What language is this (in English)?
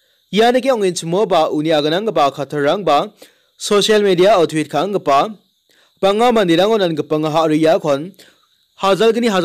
Garo